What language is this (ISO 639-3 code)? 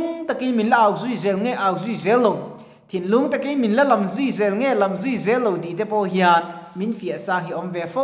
lus